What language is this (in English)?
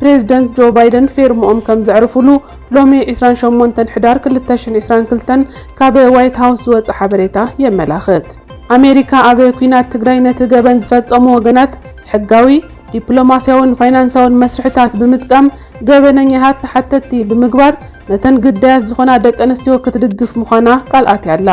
Tigrinya